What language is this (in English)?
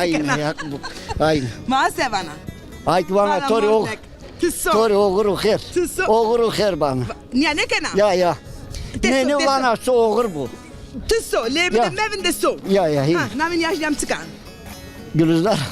Zaza